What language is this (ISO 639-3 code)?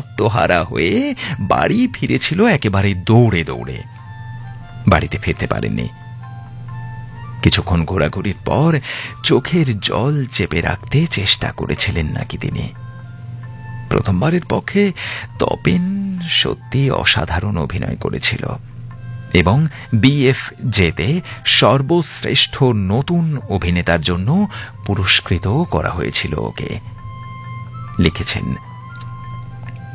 ben